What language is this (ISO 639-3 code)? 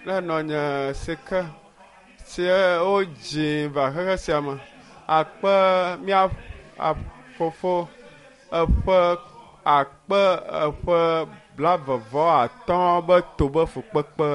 ewe